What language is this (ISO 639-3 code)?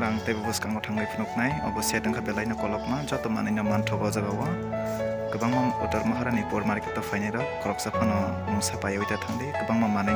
trp